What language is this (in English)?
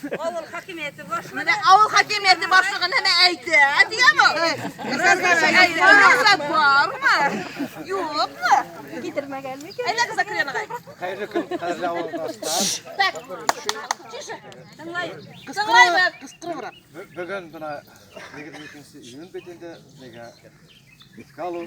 Bashkir